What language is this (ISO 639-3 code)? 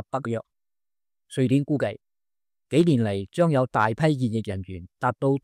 yue